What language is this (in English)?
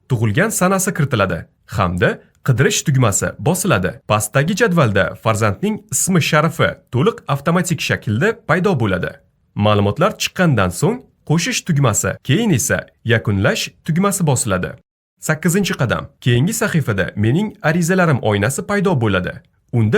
Uzbek